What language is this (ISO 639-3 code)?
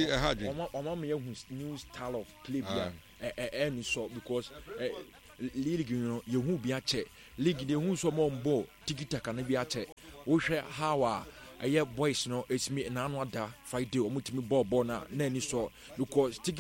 aka